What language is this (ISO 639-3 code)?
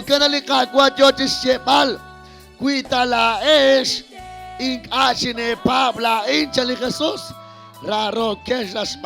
kek